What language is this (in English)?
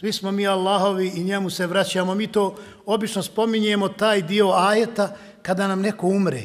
Bosnian